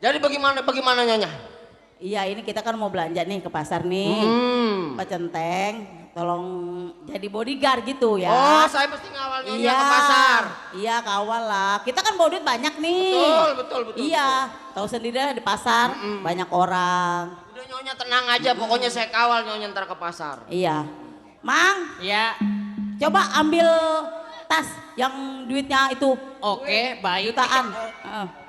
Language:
Betawi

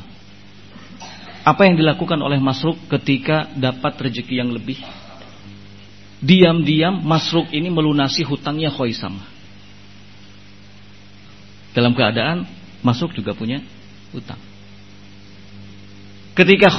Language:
Indonesian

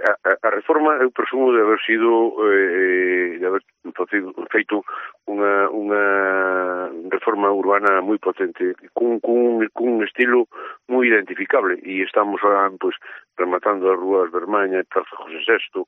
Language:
Galician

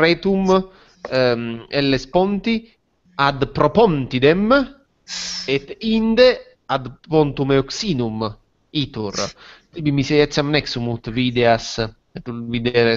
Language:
Latin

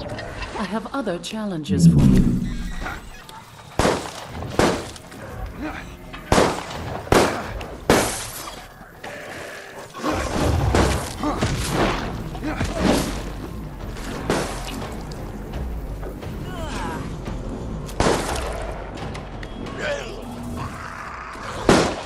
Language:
English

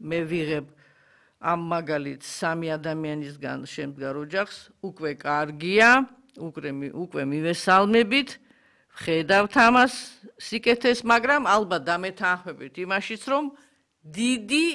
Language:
Georgian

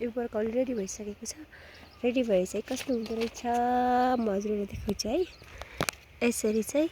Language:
Nepali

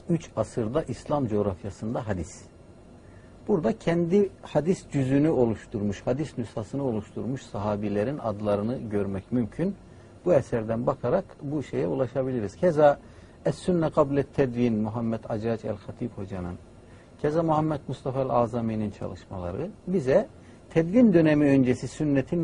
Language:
Turkish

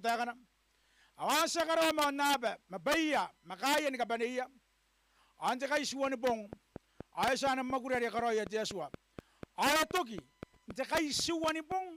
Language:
Gilbertese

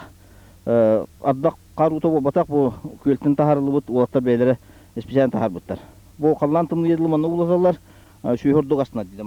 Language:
Yakut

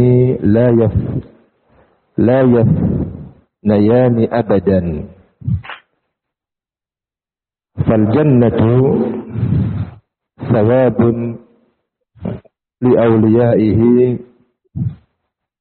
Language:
Indonesian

